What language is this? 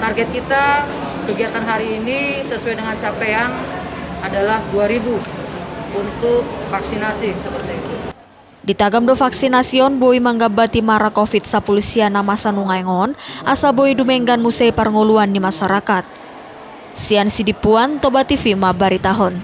Batak Toba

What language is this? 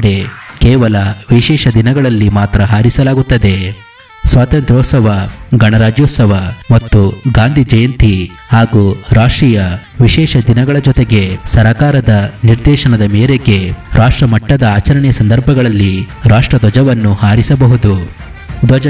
Kannada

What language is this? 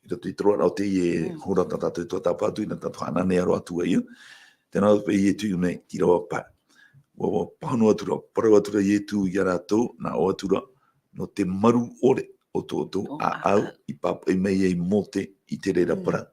Tahitian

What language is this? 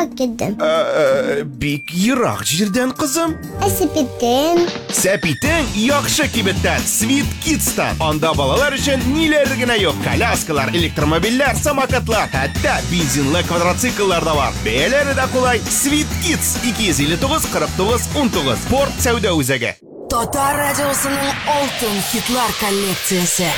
Tatar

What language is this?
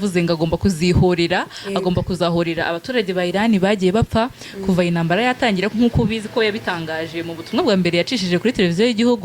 Kinyarwanda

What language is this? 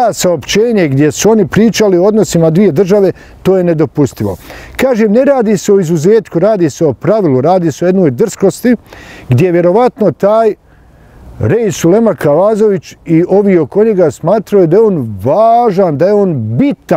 Bosnian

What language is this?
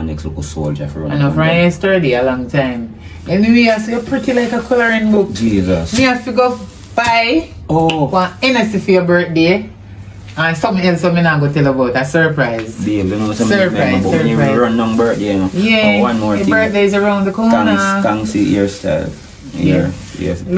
Jamaican Creole English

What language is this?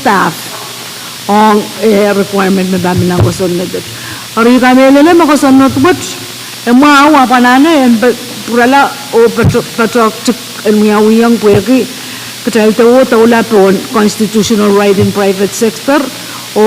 Pohnpeian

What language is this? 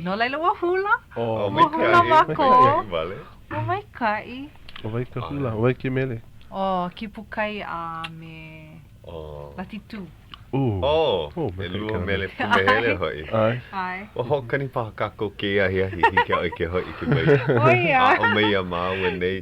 Hawaiian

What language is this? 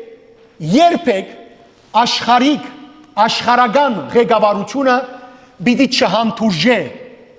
Western Armenian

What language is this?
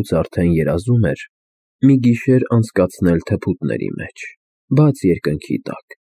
Armenian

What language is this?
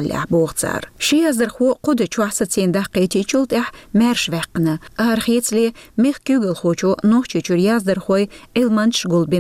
Chechen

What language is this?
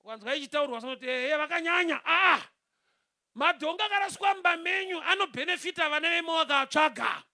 Shona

